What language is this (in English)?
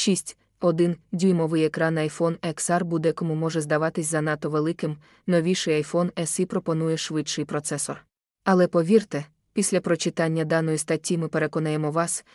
Ukrainian